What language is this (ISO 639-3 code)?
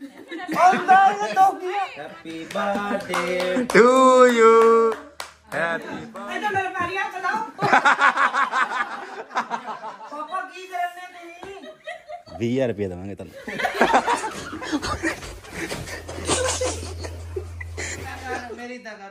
pan